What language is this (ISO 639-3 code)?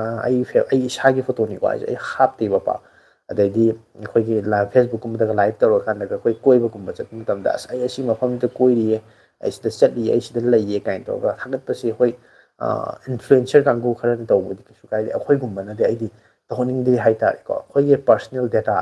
mni